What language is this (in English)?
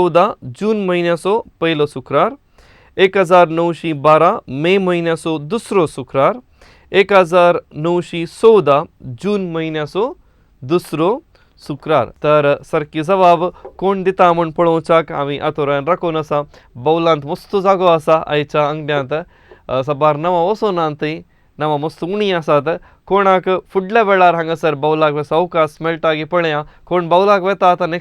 Konkani